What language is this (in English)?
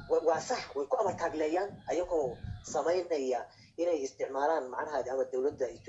Somali